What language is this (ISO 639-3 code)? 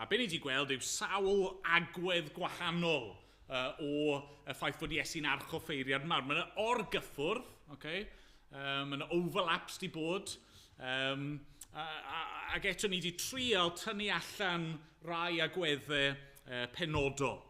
cym